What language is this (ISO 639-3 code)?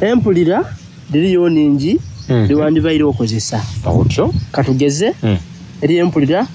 xog